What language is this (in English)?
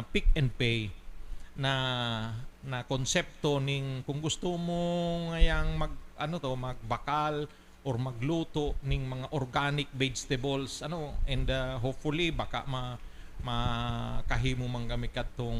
Bikol